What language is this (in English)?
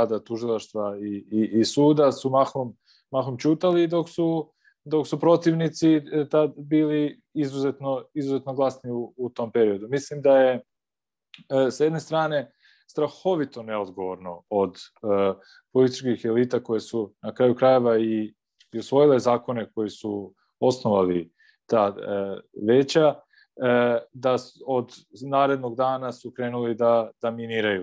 Serbian